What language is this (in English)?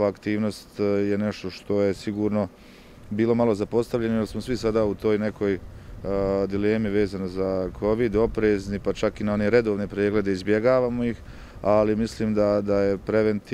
Bosnian